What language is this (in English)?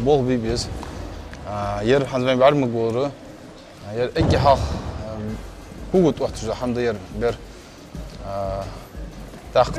Ingush